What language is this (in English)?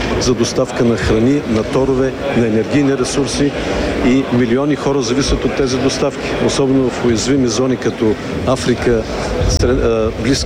Bulgarian